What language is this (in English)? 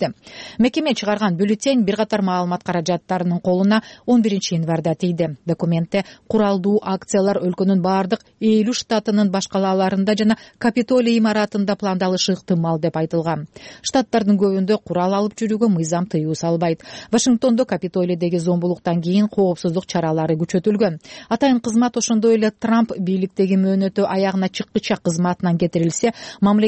Kyrgyz